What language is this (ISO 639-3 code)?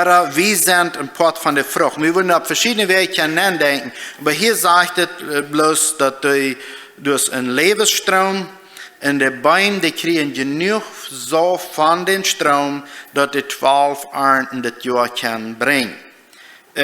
pdt